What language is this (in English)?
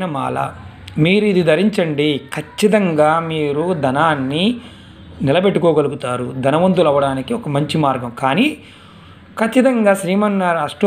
Telugu